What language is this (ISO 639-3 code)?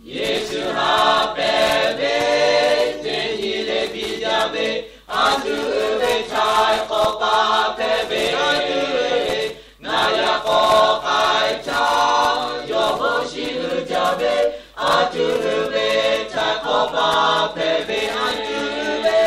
lhu